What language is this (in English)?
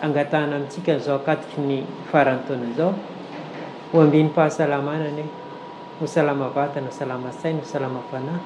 Malagasy